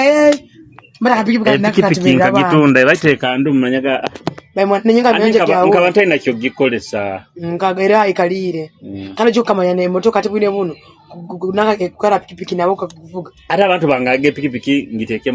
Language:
Nyoro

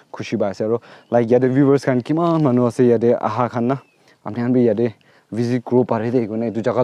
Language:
Naga Pidgin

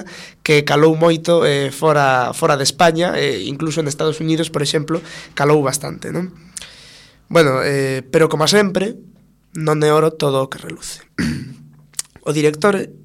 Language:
Galician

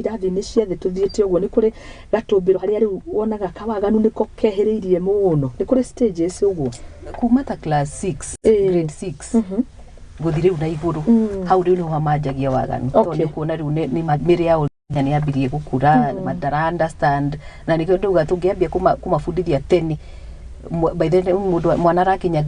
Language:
Kikuyu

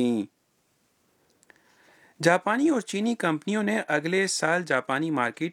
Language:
Urdu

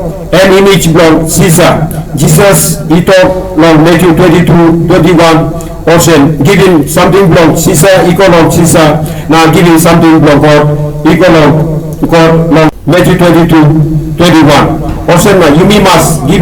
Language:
Tok Pisin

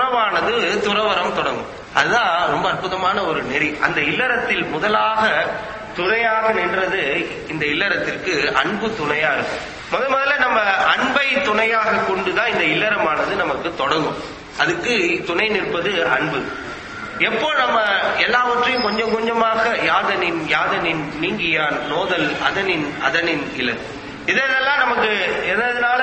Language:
Tamil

